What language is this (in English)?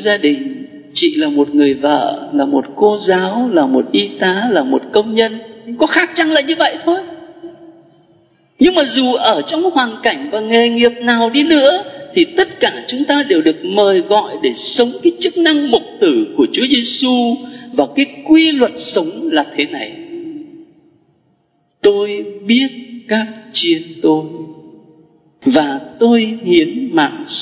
Vietnamese